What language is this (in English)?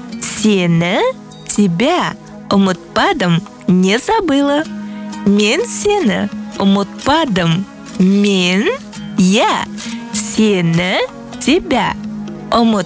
Kazakh